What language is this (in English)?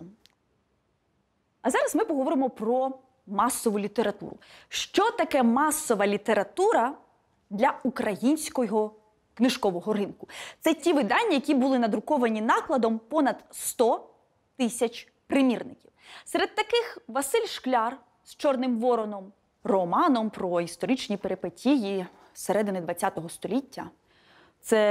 Ukrainian